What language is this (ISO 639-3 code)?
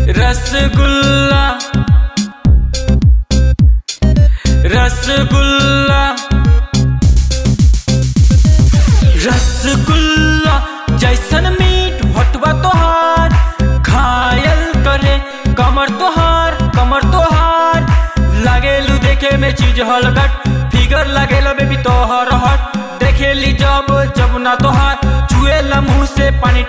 bho